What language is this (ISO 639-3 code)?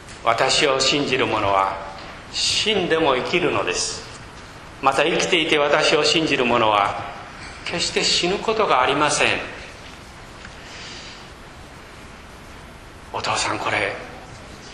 jpn